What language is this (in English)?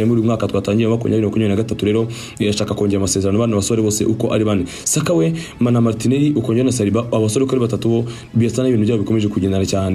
Kinyarwanda